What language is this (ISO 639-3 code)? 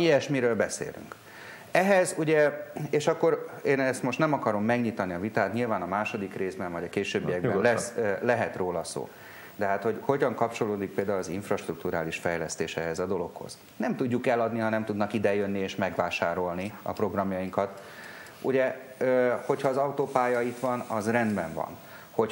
hun